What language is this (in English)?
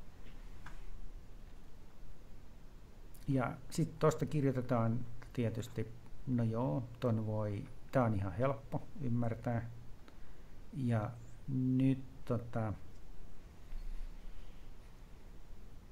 Finnish